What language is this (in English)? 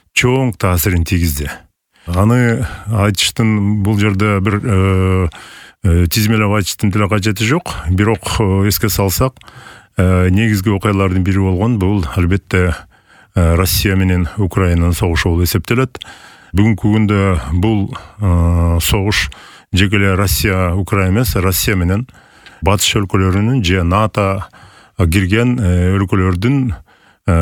Kyrgyz